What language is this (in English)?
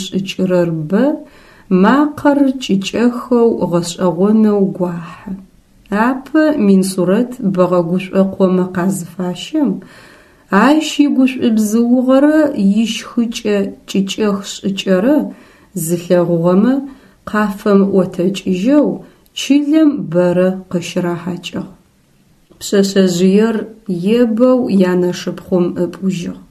Adyghe